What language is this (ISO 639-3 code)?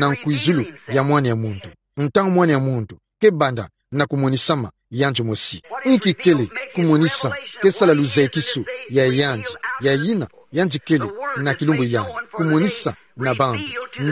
ktu